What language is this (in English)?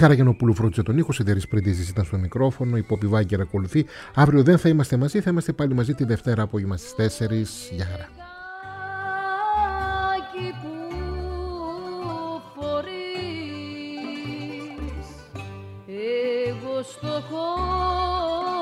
Greek